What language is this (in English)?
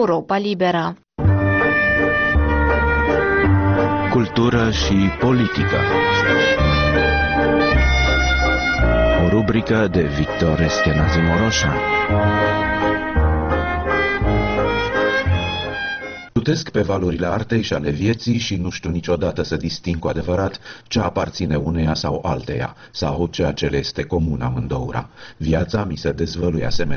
Romanian